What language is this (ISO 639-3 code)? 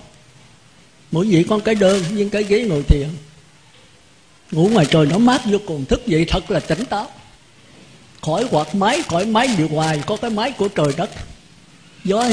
vie